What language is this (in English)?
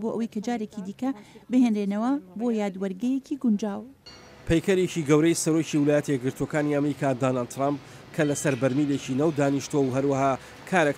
Central Kurdish